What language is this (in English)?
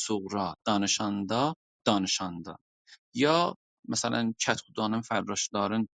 South Azerbaijani